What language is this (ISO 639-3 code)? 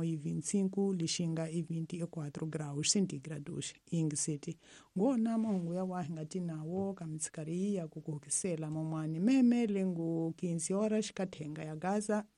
tso